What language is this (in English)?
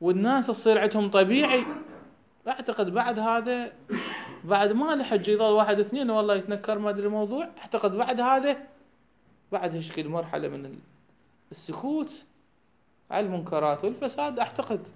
Mesopotamian Arabic